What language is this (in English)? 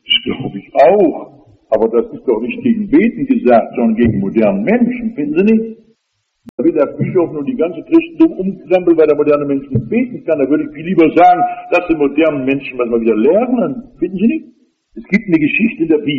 German